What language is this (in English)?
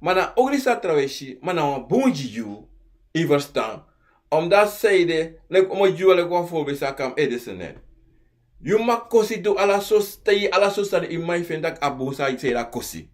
Sranan Tongo